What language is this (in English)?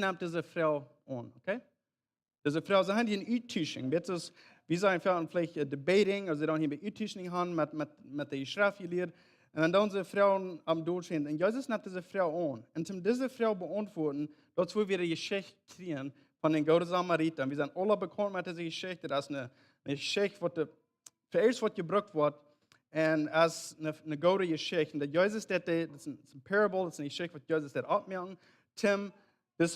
Plautdietsch